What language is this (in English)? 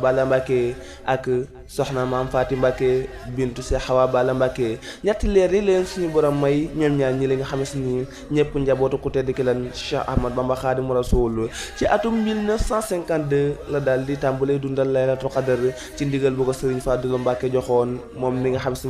Wolof